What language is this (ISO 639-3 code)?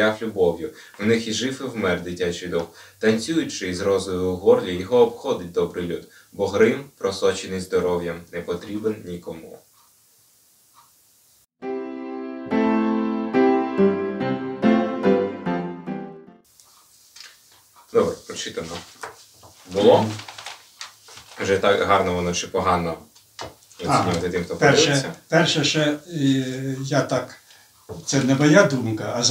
ukr